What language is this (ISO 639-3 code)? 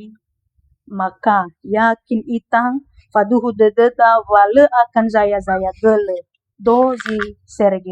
nia